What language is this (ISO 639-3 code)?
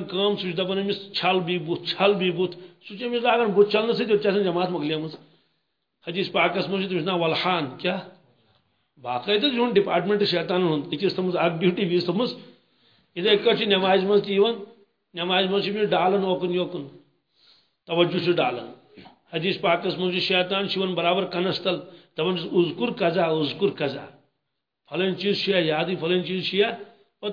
kas